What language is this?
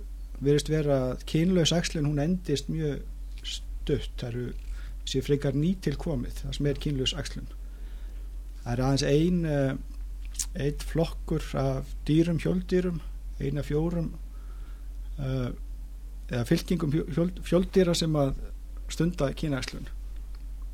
Icelandic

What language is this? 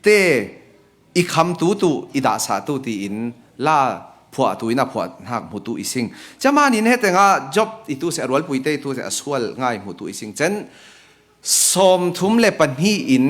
Falam Chin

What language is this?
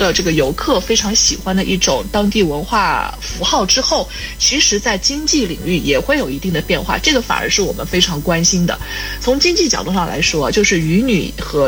Chinese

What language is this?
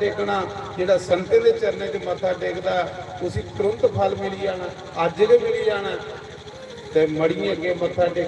Dogri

